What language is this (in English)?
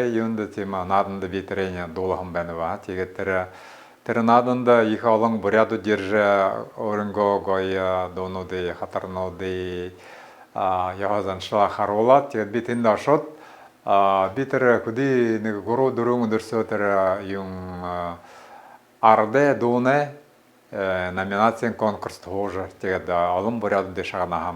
Buriat